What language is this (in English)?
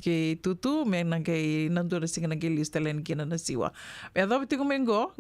Fijian